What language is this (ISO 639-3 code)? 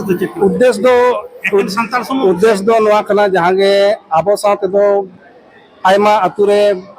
sat